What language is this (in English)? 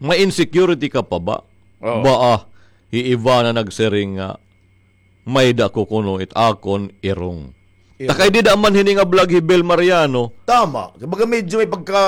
Waray